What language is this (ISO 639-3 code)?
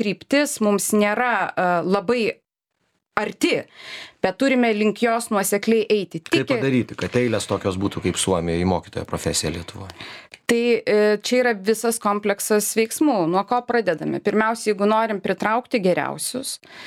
lit